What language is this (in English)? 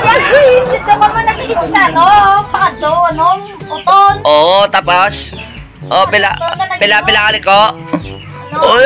Hiligaynon